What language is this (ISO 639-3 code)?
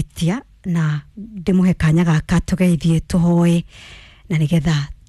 kik